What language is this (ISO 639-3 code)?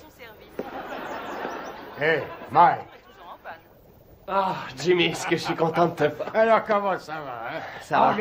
fra